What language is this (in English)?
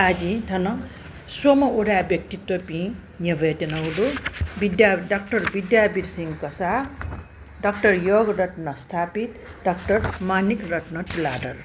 Newari